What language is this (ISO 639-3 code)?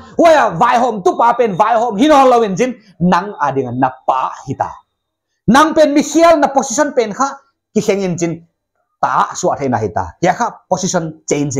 pck